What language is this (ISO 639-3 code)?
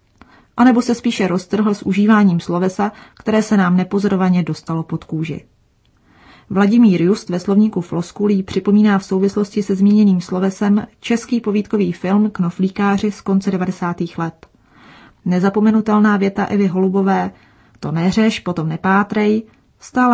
ces